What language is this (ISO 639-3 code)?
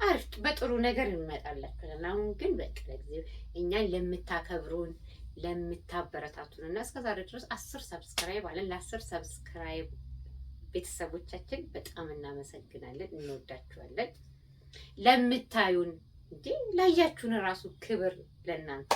amh